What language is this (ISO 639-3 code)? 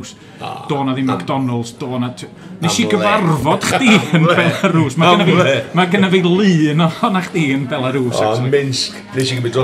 cym